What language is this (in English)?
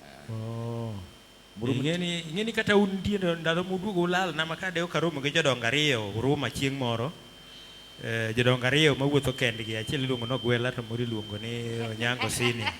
Luo (Kenya and Tanzania)